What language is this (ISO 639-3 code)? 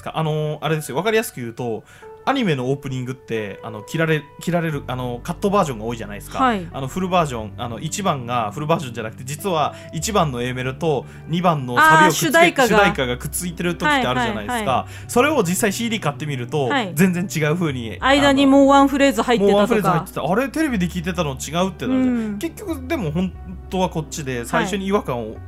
jpn